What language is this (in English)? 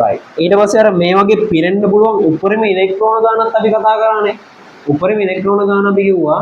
Sinhala